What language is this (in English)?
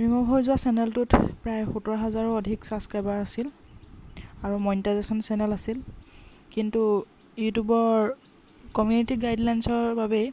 Assamese